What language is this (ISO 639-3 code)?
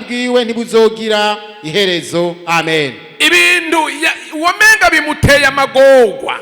run